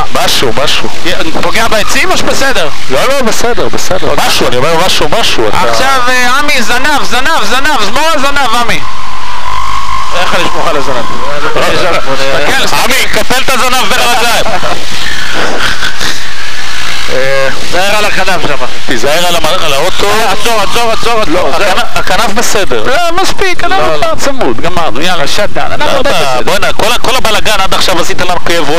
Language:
Hebrew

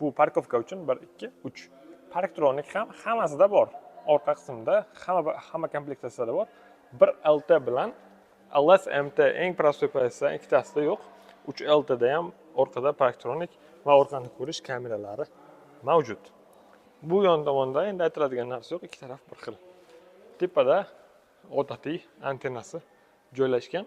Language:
Uzbek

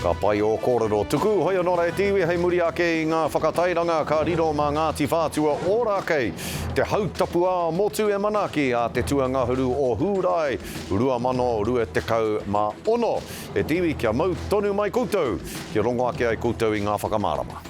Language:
Māori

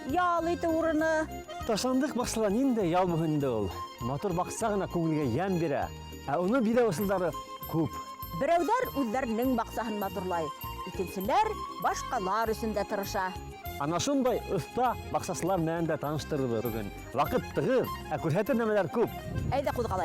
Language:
Bashkir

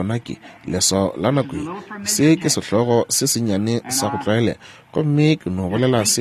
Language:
Northern Sotho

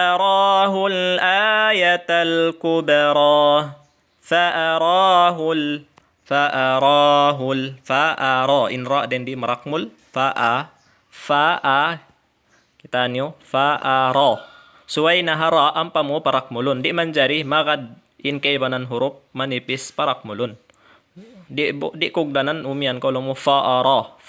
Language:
Tausug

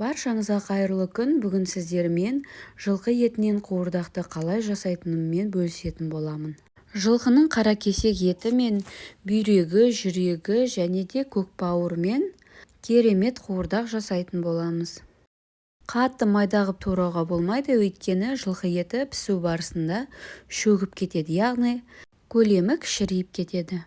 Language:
Kazakh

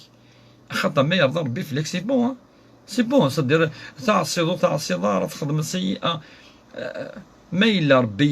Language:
Kabyle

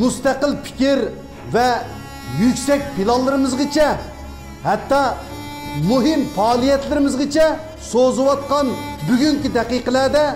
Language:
Uyghur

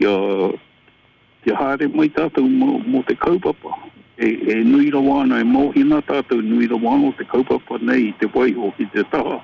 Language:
Māori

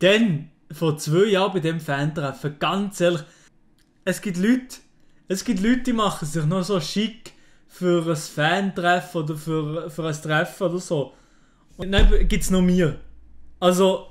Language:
Swiss German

